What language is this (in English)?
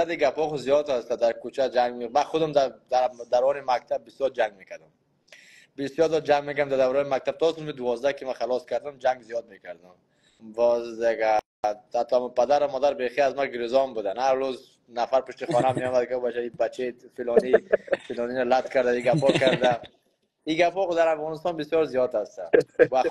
Persian